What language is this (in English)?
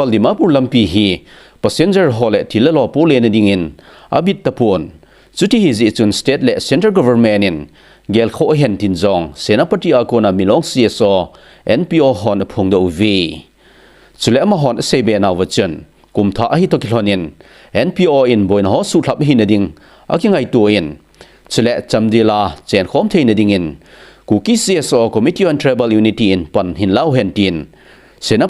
Thado Chin